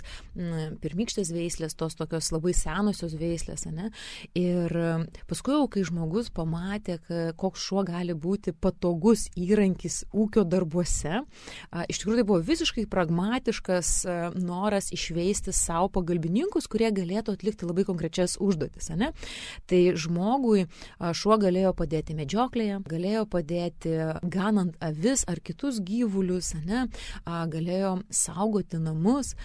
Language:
Lithuanian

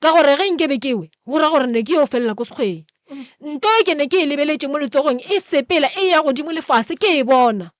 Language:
Northern Sotho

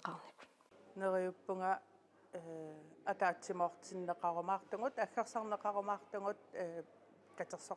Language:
Kalaallisut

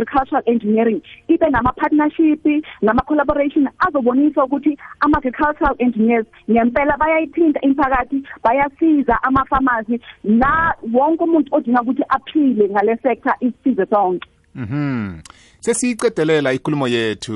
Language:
South Ndebele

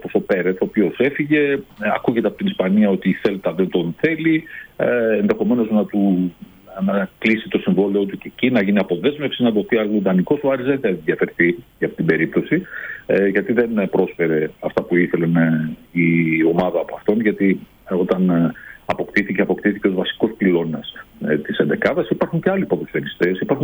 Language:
Greek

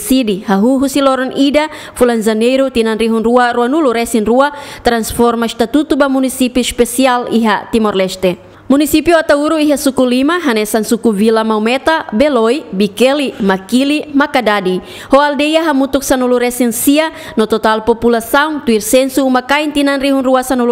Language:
Tetum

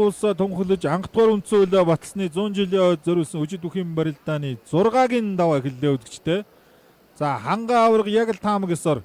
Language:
Mongolian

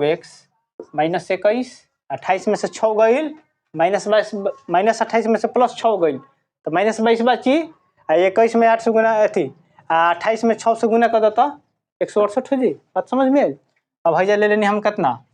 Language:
Bhojpuri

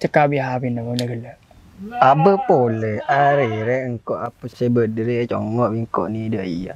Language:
Madurese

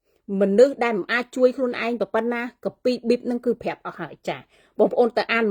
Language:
Khmer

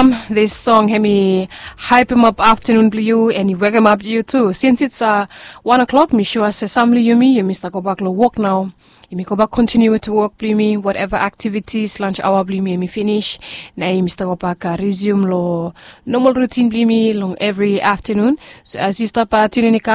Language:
Bislama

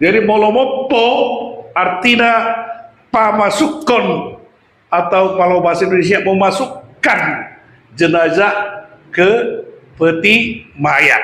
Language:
Batak Toba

